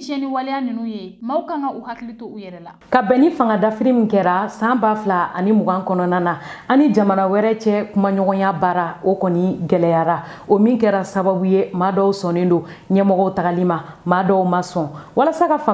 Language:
Bambara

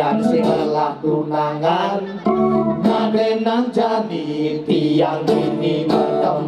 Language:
Balinese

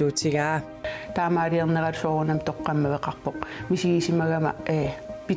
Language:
Kalaallisut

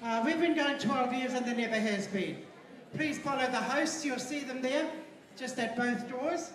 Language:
Māori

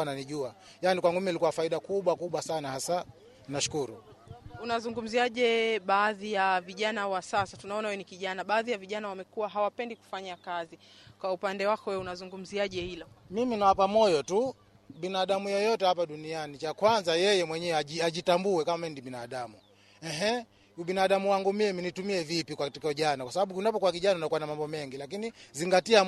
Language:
Swahili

